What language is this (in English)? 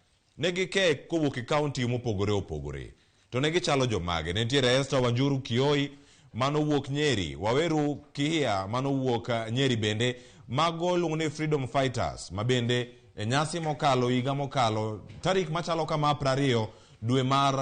Luo (Kenya and Tanzania)